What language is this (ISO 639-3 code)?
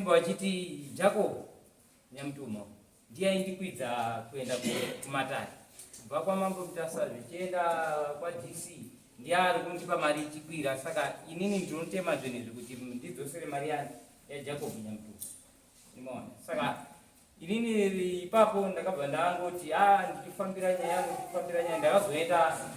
sna